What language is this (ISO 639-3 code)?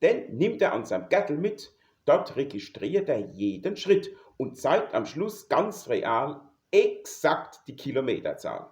pfl